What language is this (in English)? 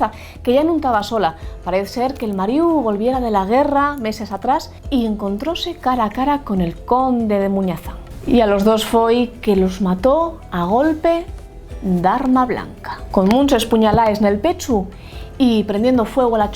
Asturian